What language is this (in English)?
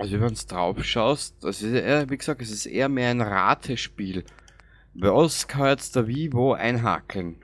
Bavarian